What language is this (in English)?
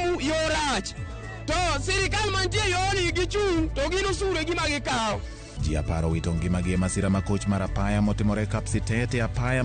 Luo (Kenya and Tanzania)